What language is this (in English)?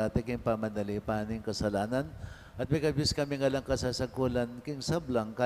Pampanga